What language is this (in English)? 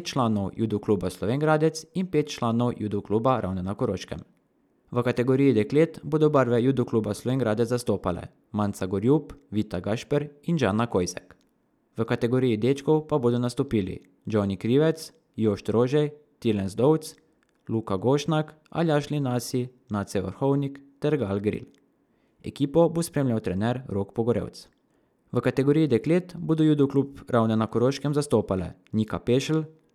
Slovenian